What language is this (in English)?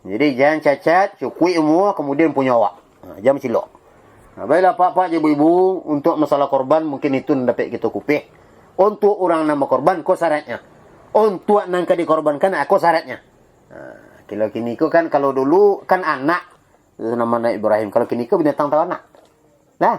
Minangkabau